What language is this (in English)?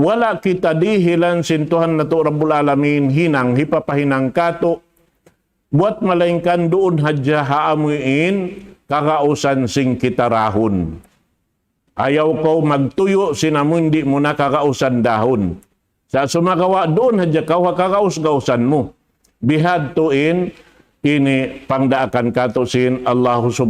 Tausug